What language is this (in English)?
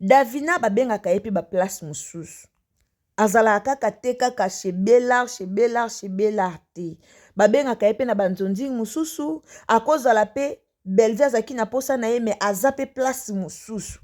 Lingala